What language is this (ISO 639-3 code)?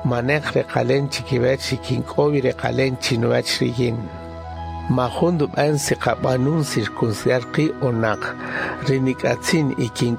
cak